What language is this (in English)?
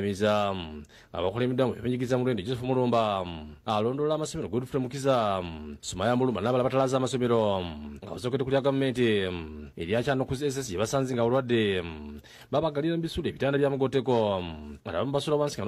Ganda